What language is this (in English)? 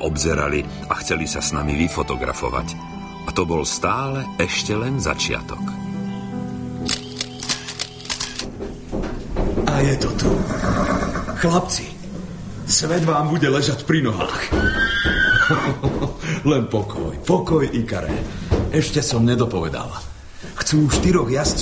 Slovak